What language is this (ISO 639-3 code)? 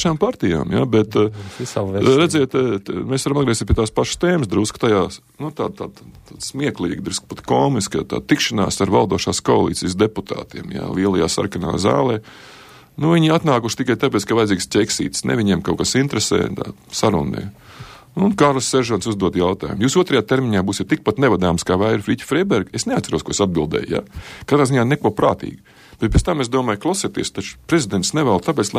lav